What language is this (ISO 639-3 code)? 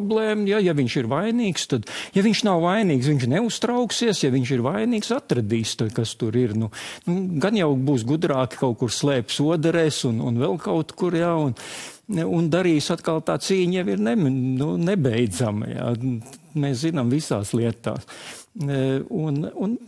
lav